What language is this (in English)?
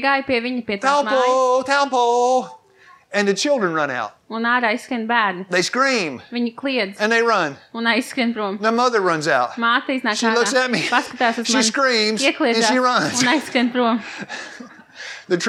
Latvian